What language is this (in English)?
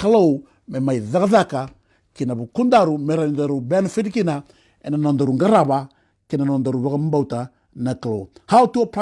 Fijian